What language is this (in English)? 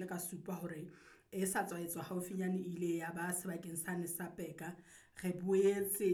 Southern Sotho